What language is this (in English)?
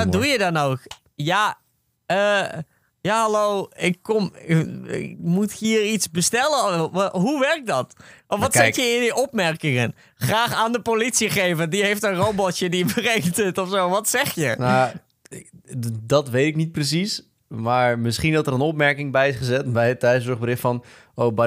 Dutch